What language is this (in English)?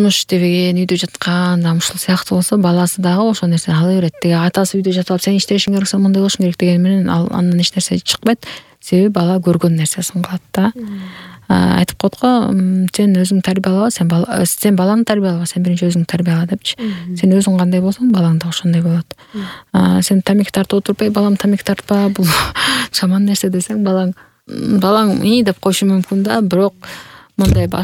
Kyrgyz